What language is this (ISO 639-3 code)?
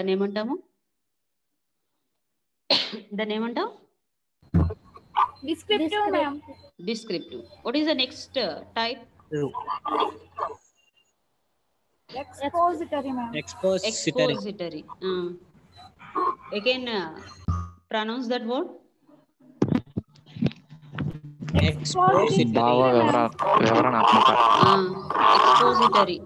tel